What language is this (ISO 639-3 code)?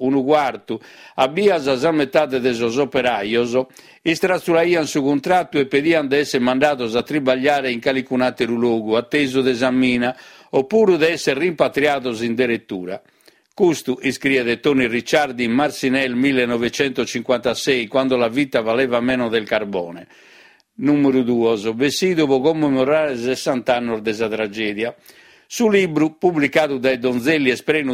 srd